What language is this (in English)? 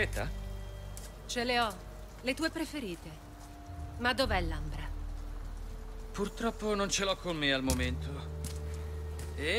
Italian